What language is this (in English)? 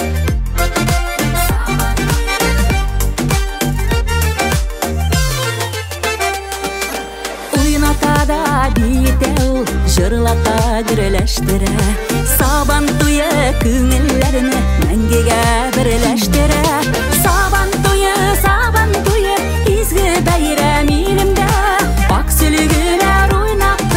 Tatar